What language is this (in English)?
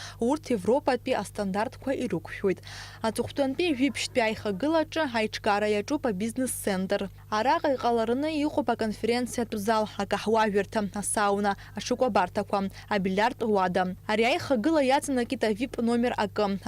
Abkhazian